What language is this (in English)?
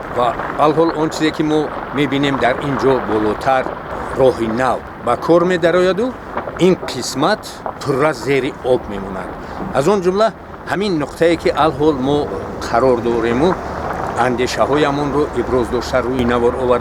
Tajik